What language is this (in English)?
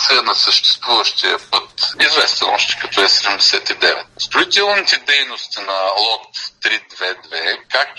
Bulgarian